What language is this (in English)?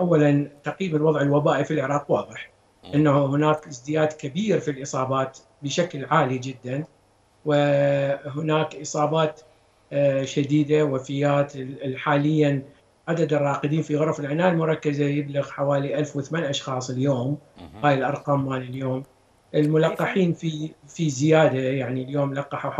Mesopotamian Arabic